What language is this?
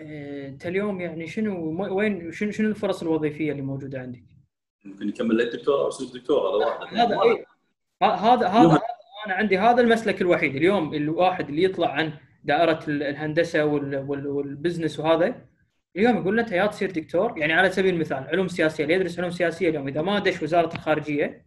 Gulf Arabic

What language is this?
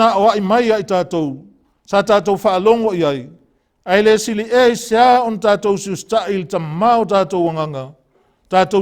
Samoan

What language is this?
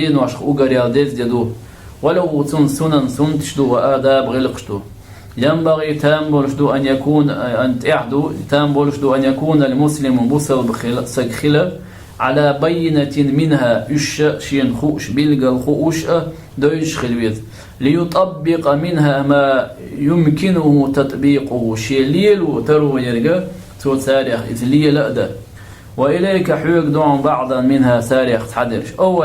Chechen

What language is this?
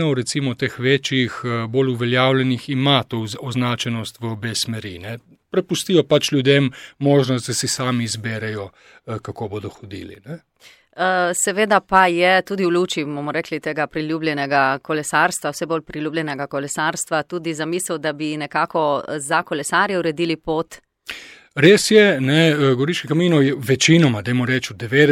Slovenian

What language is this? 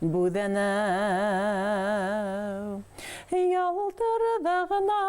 Bashkir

